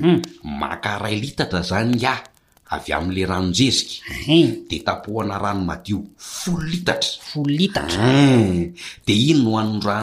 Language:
Malagasy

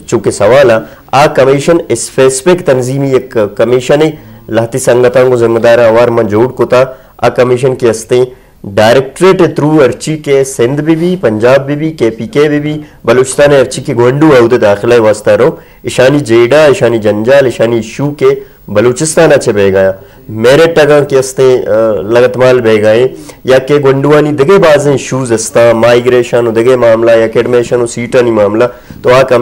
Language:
Eastern Balochi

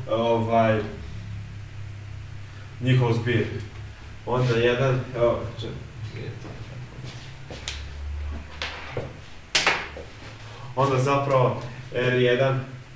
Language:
Serbian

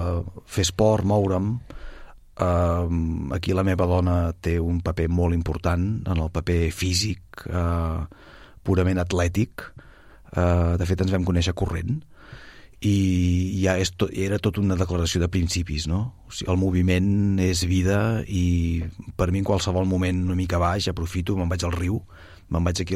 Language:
Catalan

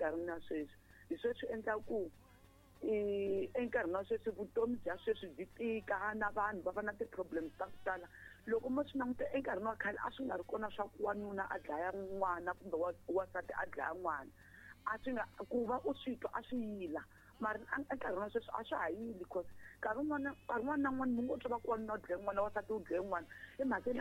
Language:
Tsonga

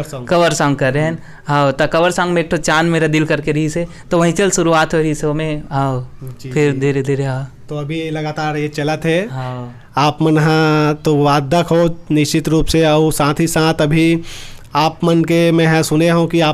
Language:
Chhattisgarhi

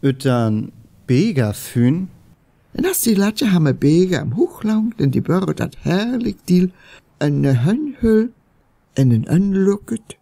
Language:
Northern Frisian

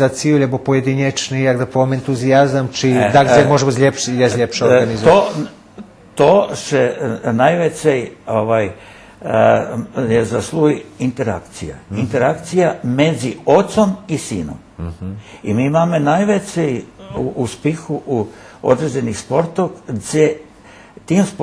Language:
Rusyn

